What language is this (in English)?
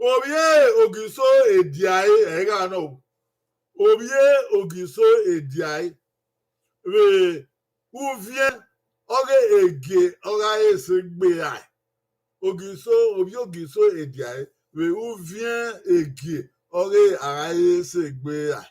Bini